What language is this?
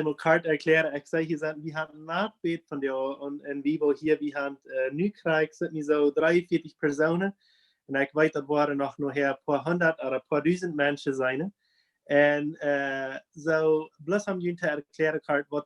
Plautdietsch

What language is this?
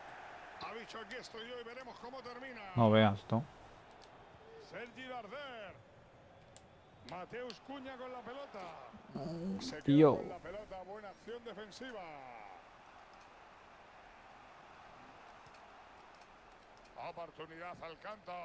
Spanish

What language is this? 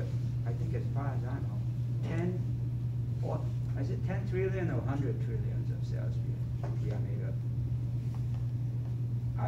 English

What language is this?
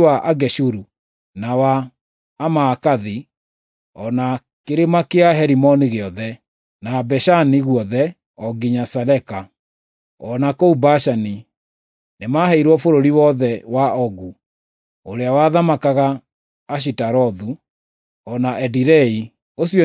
Kikuyu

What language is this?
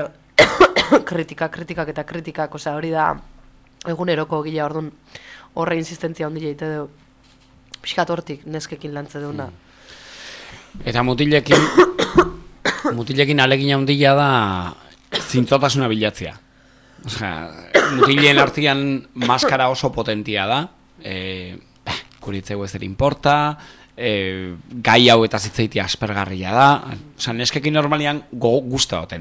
Basque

